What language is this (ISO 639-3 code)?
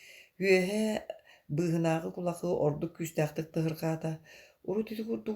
sah